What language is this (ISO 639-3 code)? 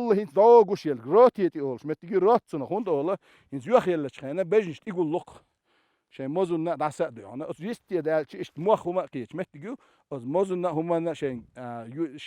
che